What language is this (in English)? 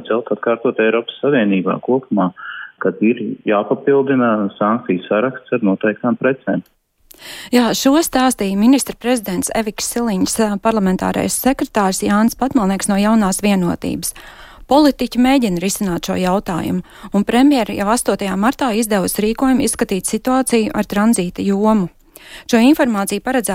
Latvian